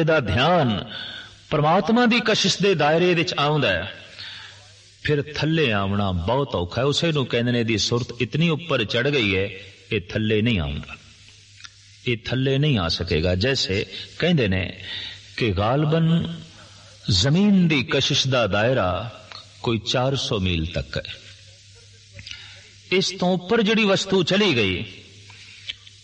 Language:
Punjabi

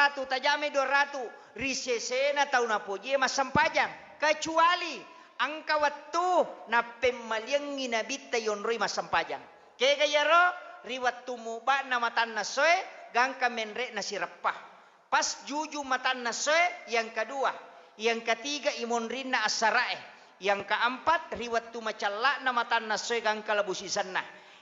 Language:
Buginese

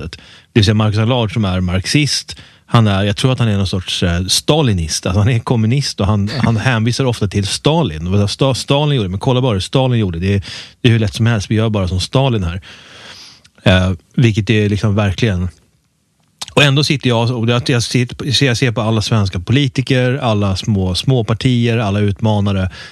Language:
Swedish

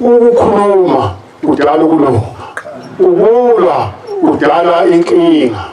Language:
Zulu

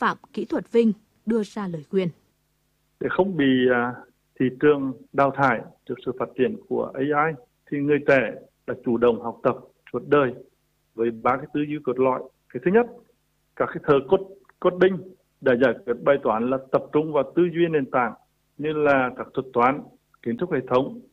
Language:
Vietnamese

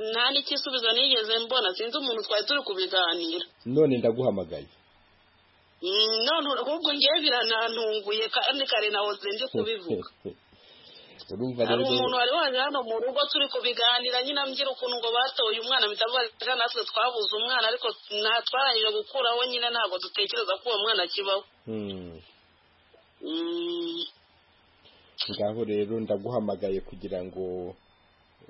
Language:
Kinyarwanda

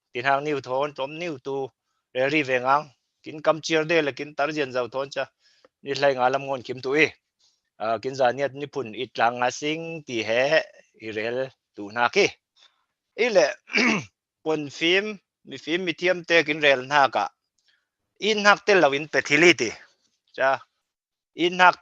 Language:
Falam Chin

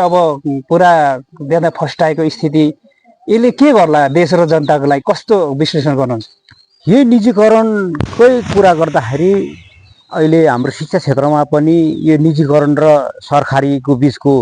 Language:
Nepali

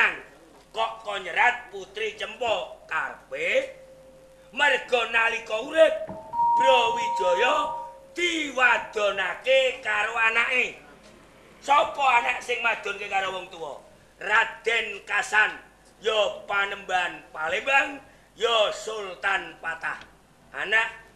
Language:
Javanese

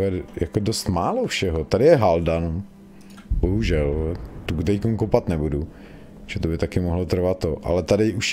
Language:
Czech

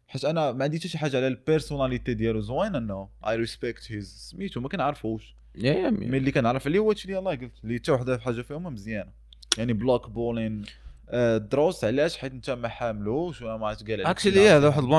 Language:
Moroccan Arabic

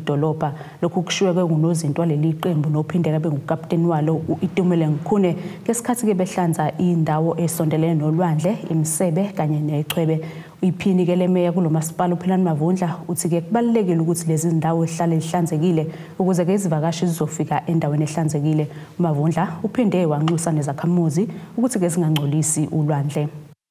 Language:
Zulu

